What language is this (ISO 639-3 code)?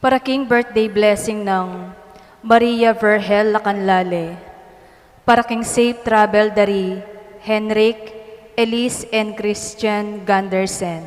pam